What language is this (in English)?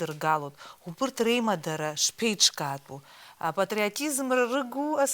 Abkhazian